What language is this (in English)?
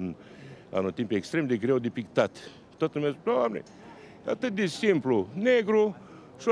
Romanian